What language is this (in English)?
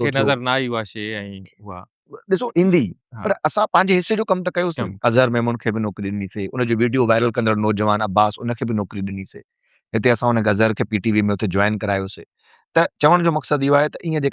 Sindhi